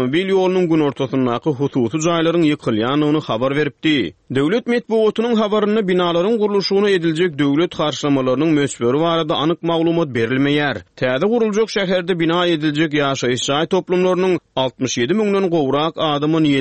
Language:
Turkmen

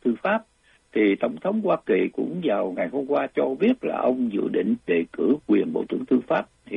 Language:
Vietnamese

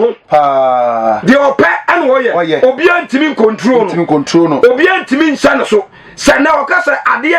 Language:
Akan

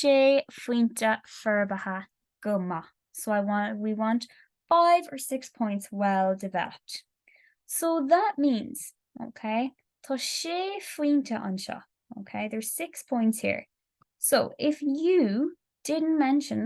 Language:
Irish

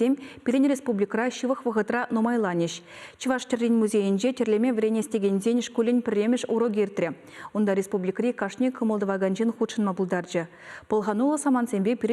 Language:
Chuvash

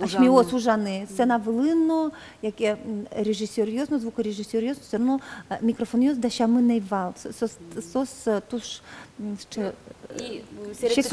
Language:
Udmurt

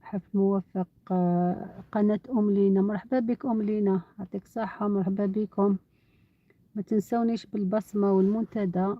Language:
Algerian Arabic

